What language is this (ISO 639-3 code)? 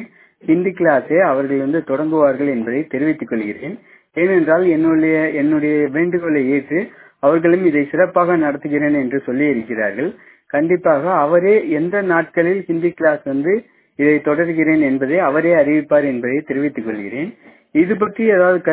tam